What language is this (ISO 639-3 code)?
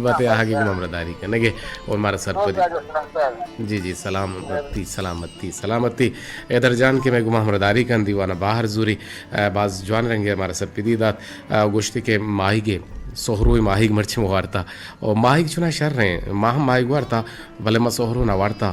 bgp